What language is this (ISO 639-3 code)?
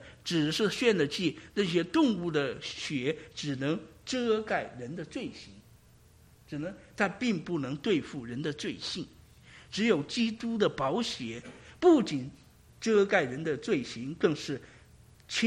zho